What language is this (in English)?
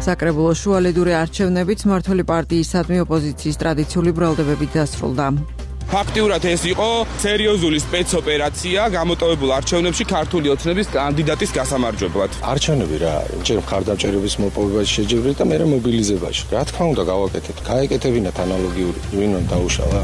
Georgian